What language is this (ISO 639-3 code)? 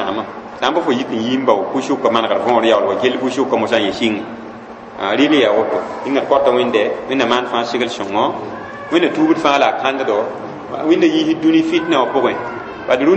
mos